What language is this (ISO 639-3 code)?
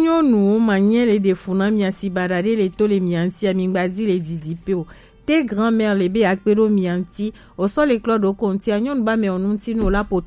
gej